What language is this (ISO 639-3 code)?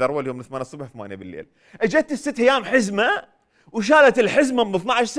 acm